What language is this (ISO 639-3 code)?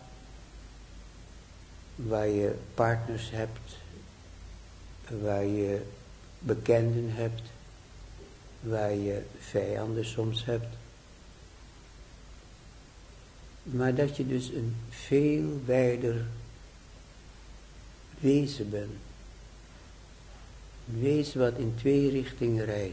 nld